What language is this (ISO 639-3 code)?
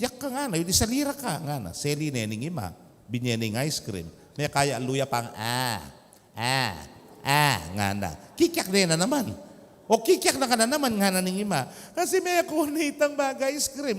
pam